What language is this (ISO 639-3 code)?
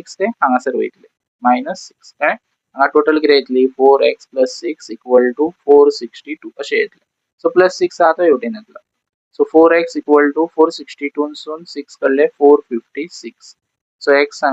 kok